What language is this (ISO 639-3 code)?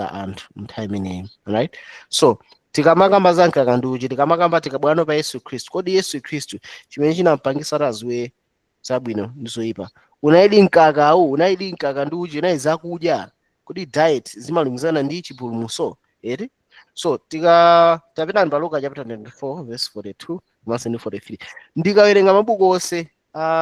nya